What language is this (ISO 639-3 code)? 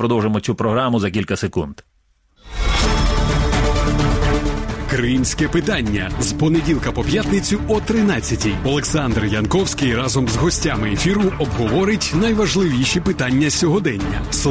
ukr